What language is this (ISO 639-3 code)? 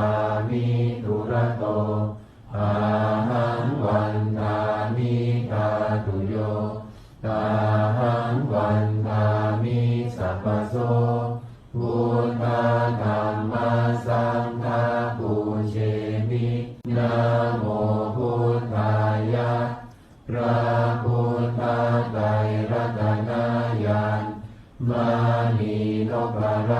pli